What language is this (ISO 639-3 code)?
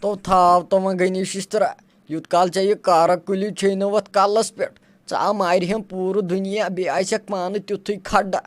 kas